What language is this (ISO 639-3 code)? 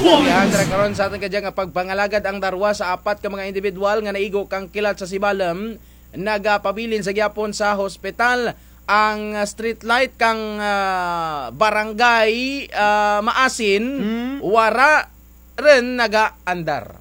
krj